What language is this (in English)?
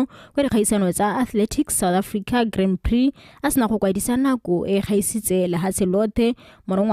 Tswana